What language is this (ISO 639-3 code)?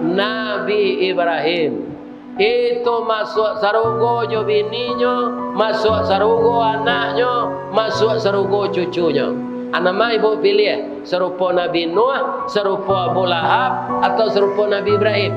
min